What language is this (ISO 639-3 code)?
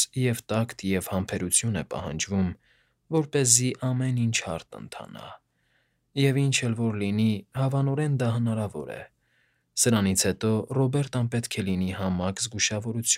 hye